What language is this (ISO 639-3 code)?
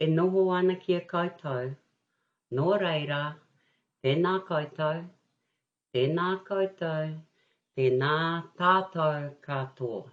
mri